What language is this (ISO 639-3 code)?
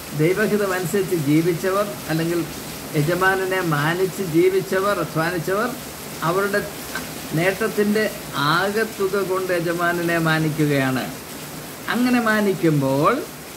mal